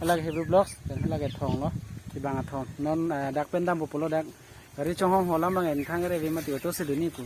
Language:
Karbi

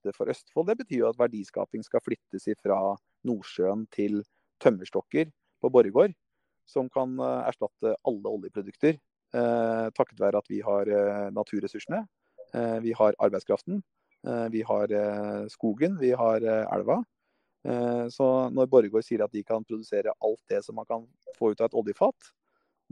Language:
Norwegian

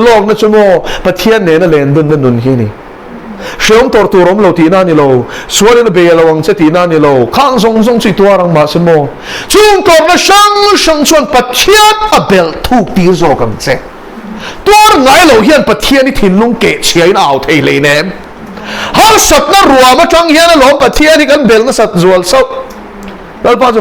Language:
Mizo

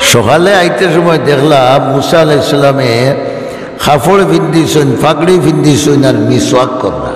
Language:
Sylheti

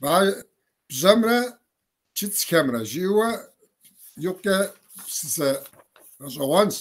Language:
Kabardian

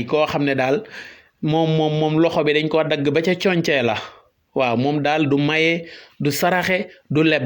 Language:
Wolof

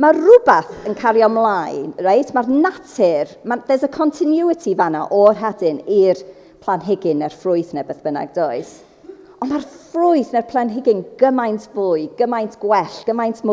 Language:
Welsh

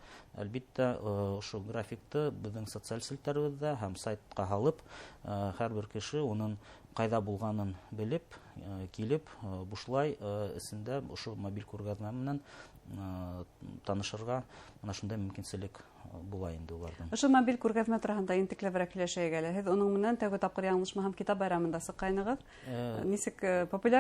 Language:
Bashkir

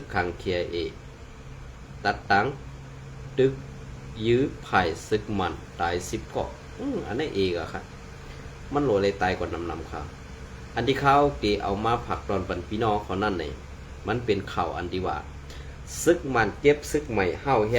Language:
Shan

